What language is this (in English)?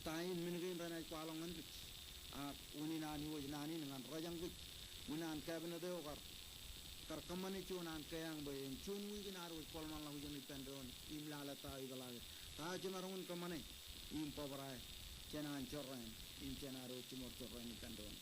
Marshallese